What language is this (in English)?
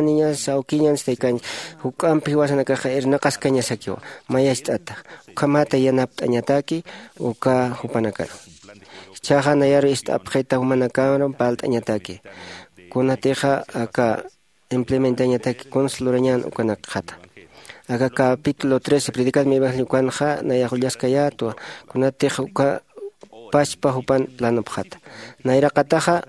Aymara